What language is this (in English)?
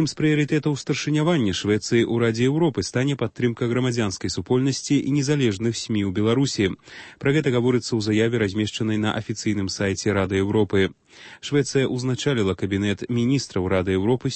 Belarusian